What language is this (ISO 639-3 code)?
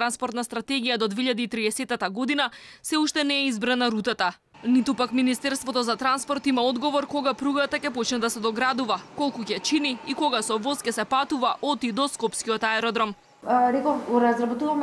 mkd